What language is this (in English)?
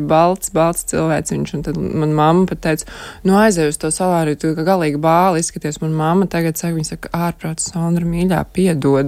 Latvian